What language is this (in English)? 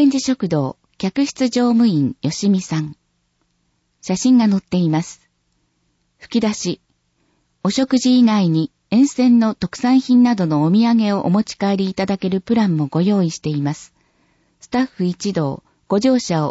Japanese